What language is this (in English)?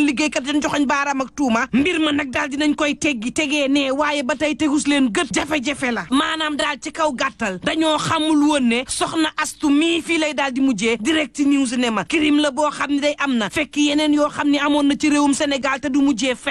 Wolof